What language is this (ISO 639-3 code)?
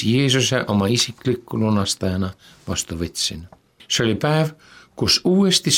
est